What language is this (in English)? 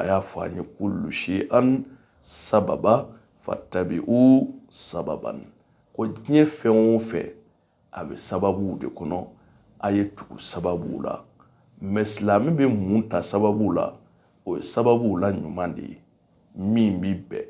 Bambara